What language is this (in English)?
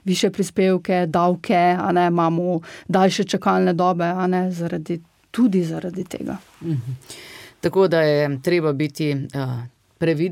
Slovenian